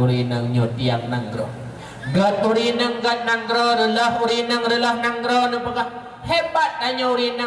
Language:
Achinese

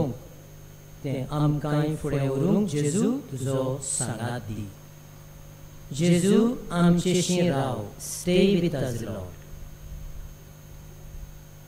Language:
Konkani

